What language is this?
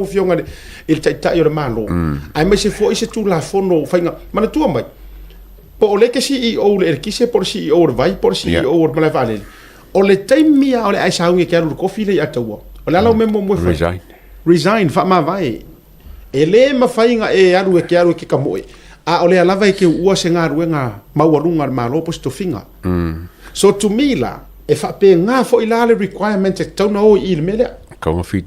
Samoan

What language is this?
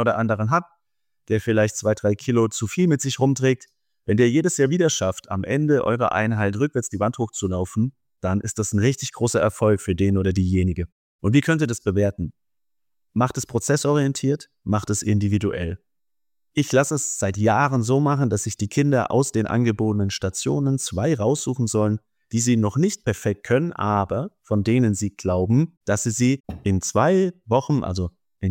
German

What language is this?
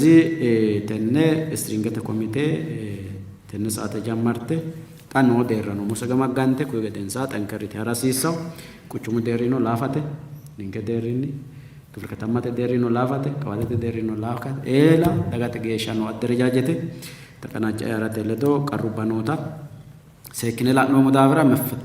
Sidamo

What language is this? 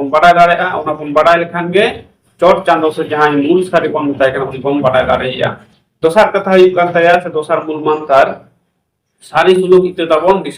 Santali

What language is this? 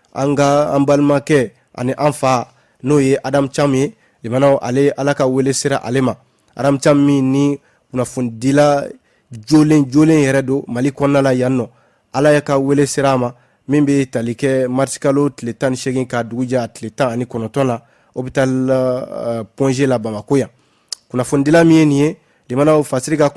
Bambara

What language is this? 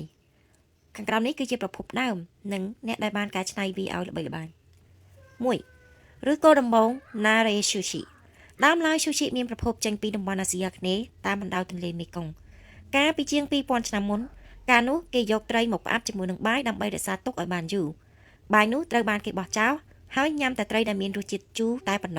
Khmer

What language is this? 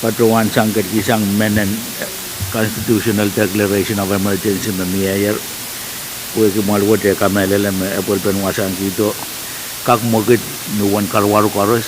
Pohnpeian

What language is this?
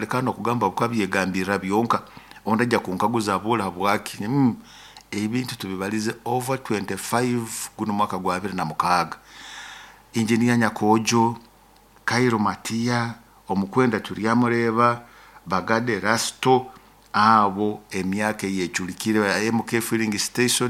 Nyoro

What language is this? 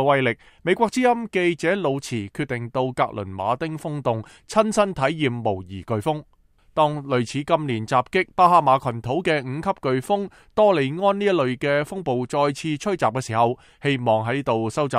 Cantonese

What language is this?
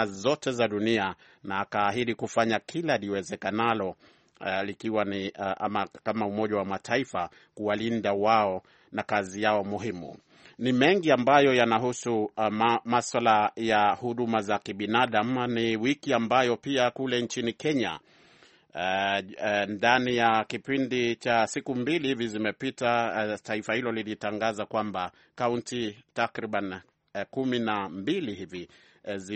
Swahili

